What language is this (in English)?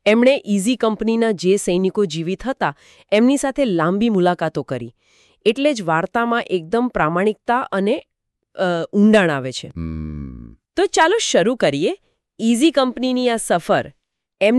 Gujarati